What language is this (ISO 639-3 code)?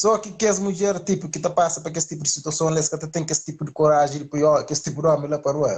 kea